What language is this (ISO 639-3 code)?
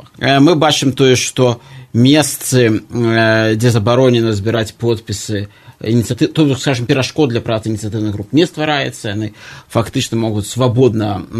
bel